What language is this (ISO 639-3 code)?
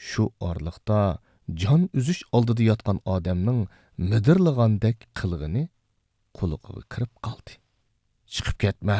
uig